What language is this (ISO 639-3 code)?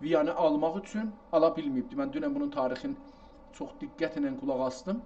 azb